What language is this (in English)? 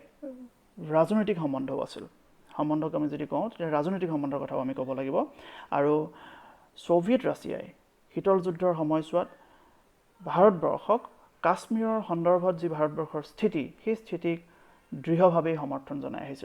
Assamese